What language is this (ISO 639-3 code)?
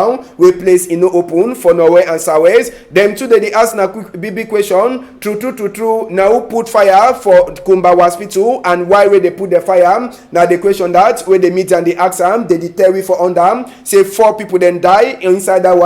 wes